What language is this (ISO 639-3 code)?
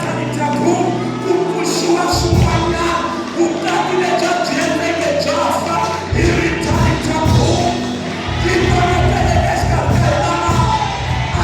tso